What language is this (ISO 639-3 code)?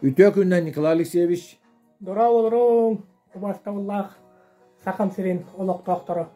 sah